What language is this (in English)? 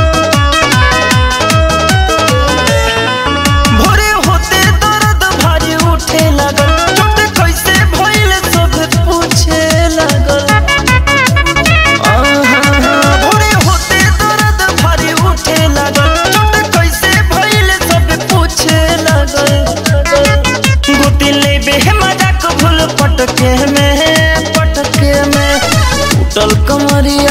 Bhojpuri